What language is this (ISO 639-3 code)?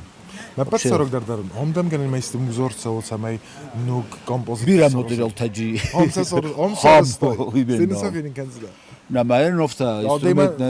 oss